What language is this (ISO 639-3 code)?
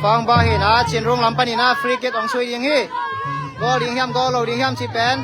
ctd